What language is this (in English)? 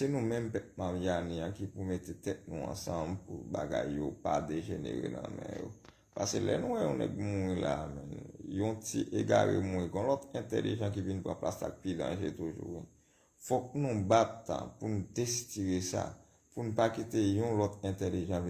Haitian Creole